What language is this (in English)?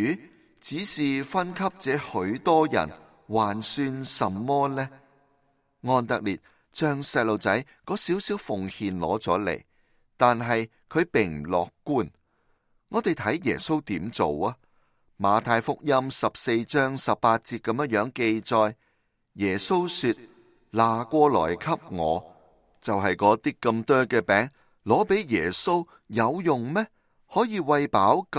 Cantonese